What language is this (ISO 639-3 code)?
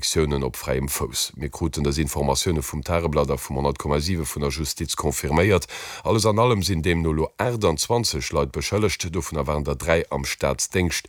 ltz